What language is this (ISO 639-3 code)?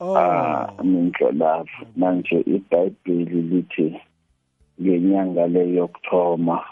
nbl